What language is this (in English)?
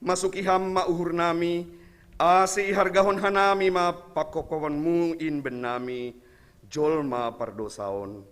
Batak Simalungun